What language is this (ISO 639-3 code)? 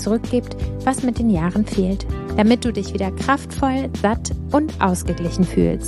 deu